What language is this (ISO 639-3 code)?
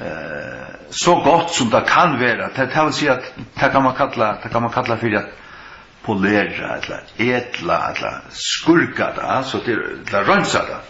fao